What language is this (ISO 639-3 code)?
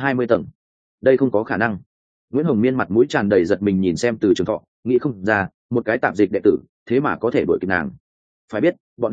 vie